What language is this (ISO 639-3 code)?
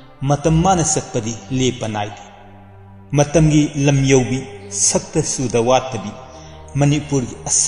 mni